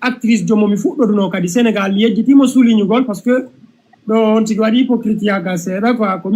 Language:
Fula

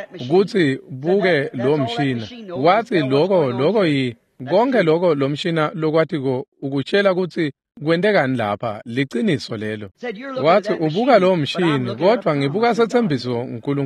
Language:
Swati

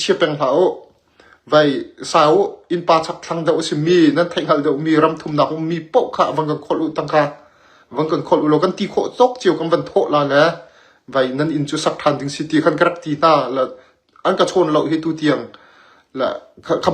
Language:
Hakha Chin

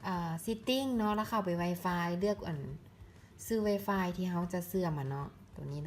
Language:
Lao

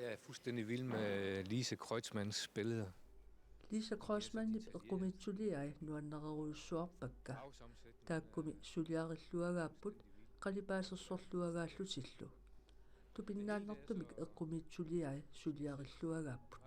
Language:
Kalaallisut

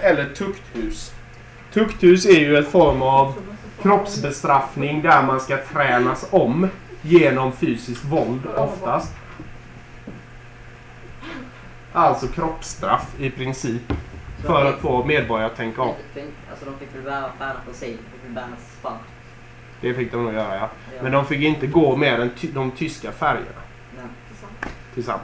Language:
Swedish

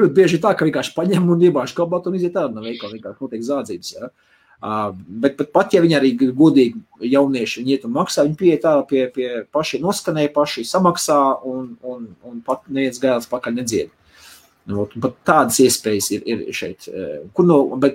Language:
Latvian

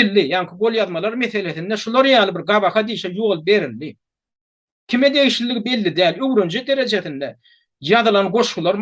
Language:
Turkmen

